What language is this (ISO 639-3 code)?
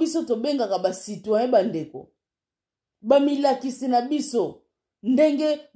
lin